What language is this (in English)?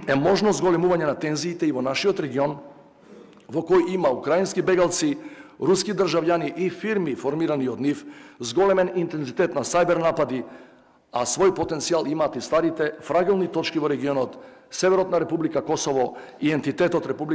Macedonian